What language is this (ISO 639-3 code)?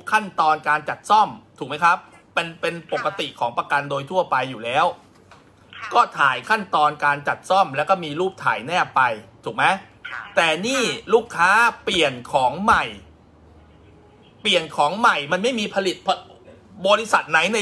tha